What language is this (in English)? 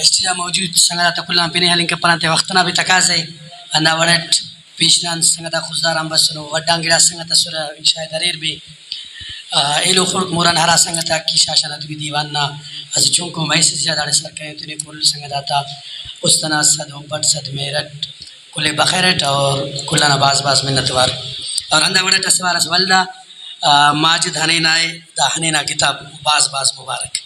Brahui